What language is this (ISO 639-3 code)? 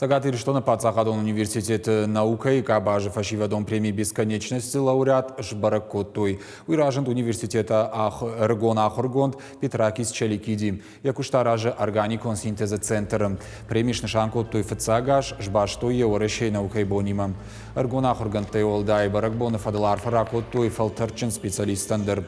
oss